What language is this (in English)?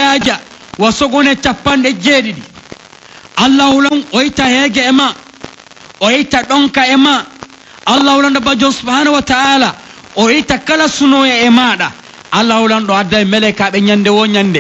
Pular